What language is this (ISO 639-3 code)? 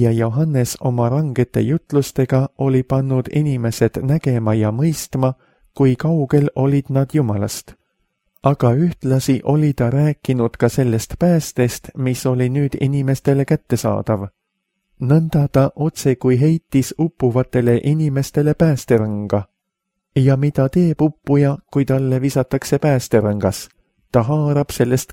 est